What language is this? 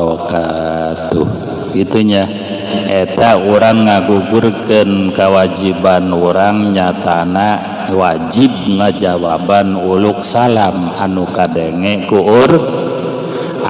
Sundanese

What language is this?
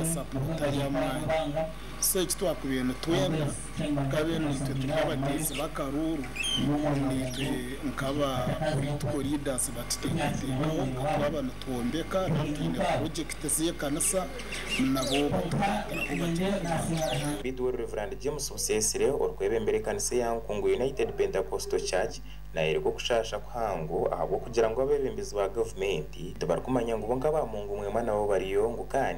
Nyankole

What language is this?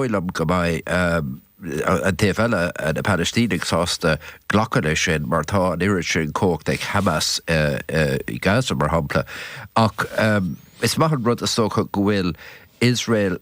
Irish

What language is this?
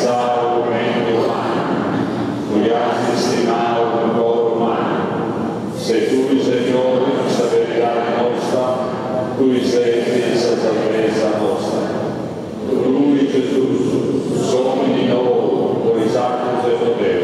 Sardinian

